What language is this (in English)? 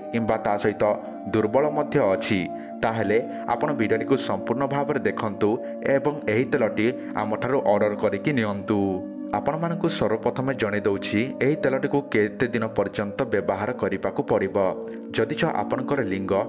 Odia